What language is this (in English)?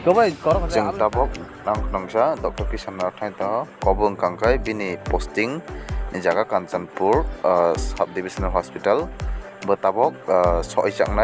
Kok Borok